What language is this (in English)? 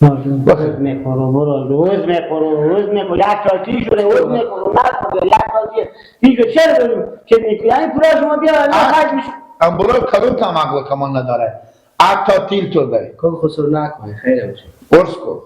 Hazaragi